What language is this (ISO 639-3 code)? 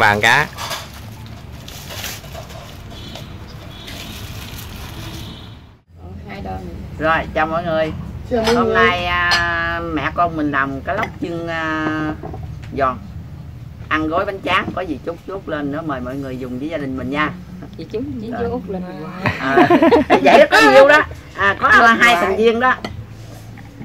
vie